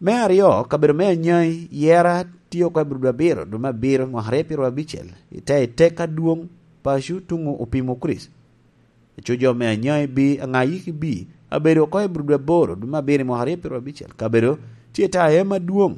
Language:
Lango (Uganda)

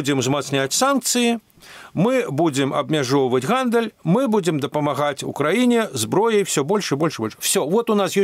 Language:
Belarusian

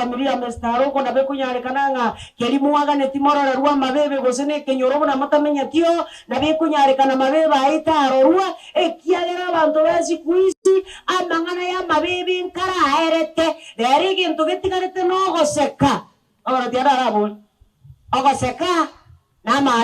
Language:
Gusii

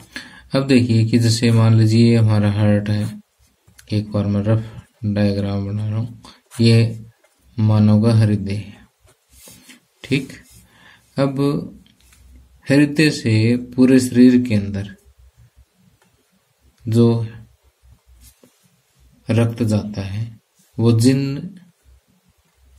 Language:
Hindi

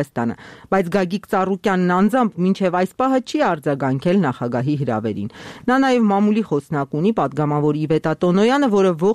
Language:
Armenian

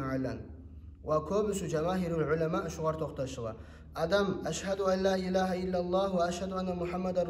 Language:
Kumyk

